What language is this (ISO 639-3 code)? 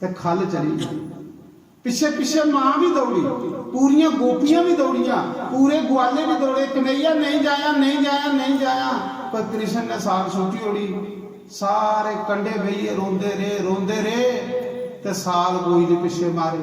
doi